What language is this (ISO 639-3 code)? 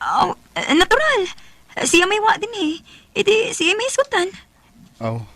ceb